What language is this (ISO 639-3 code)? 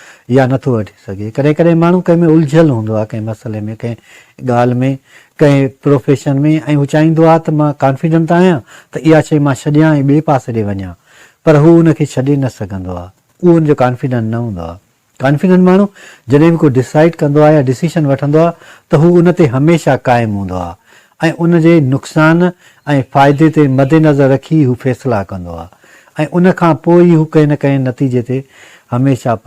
snd